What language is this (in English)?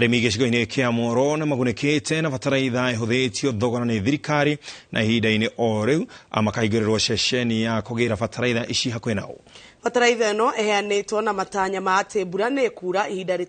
Kikuyu